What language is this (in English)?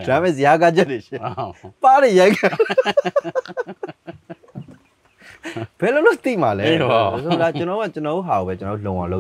Burmese